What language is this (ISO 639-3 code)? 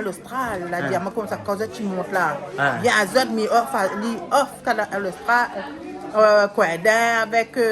rcf